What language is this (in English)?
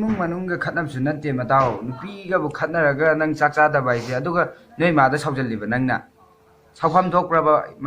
Manipuri